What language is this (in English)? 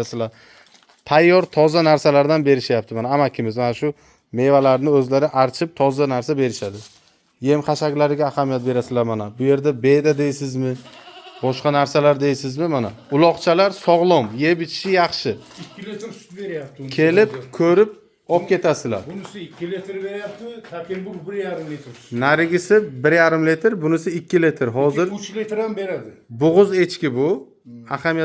Uzbek